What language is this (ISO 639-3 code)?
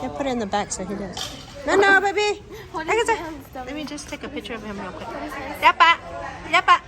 lhu